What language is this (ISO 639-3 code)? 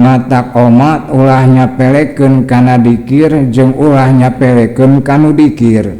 sun